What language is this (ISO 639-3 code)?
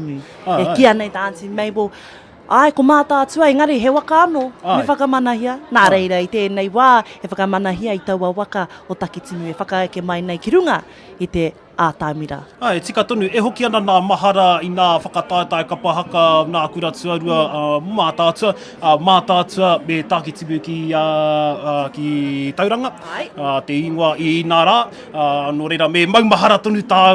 mri